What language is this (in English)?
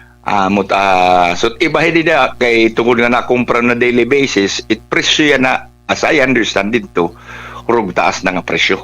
Waray